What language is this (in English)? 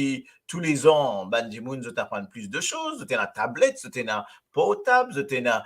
Morisyen